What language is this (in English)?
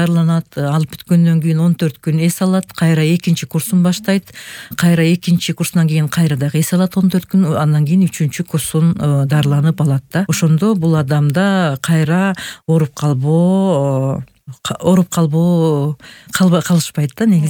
Kyrgyz